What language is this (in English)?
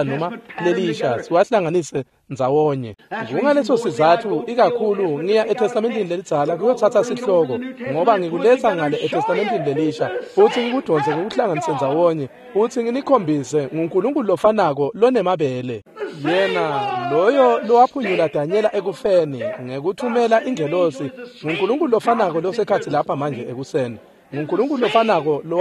Swati